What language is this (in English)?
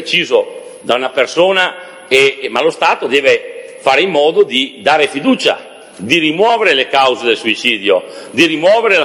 Italian